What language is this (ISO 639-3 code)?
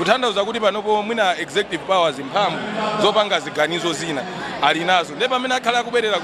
nya